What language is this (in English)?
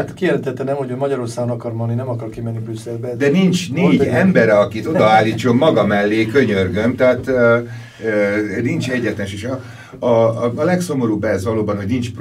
Hungarian